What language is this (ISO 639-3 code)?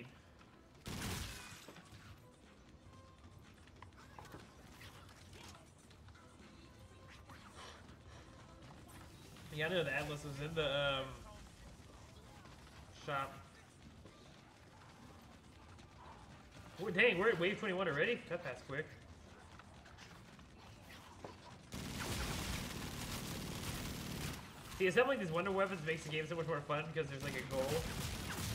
eng